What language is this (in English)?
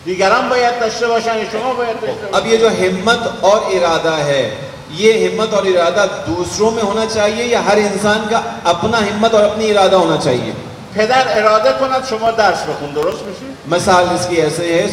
Urdu